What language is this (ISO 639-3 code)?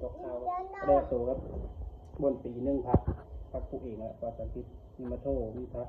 lao